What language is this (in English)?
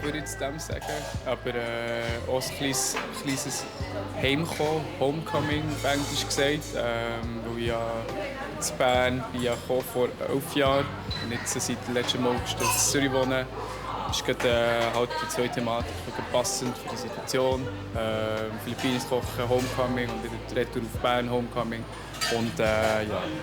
Swiss German